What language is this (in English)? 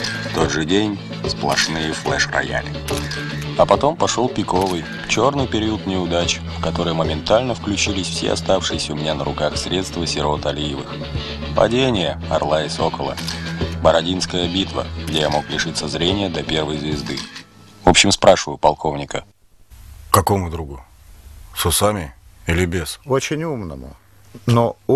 Russian